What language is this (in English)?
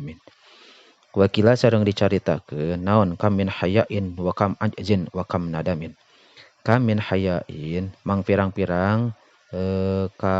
Sundanese